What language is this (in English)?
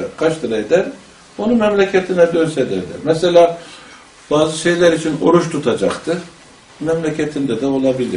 Turkish